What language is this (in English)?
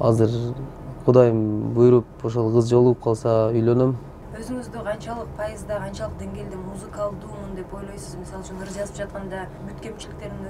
Kyrgyz